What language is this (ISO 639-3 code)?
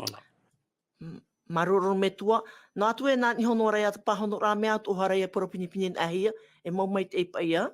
tah